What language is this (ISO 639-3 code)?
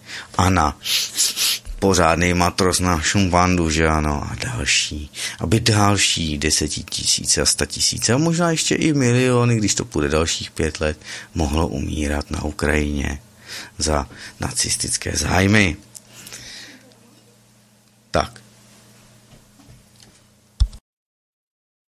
ces